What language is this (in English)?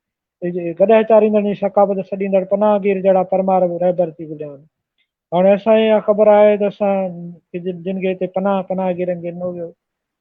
Sindhi